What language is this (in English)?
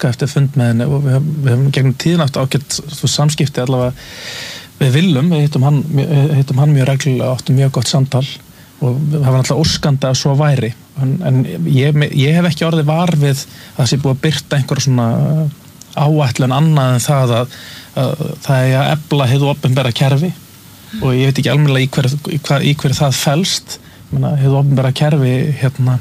Icelandic